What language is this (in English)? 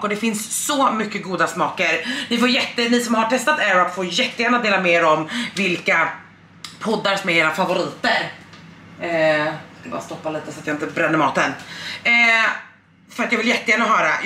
Swedish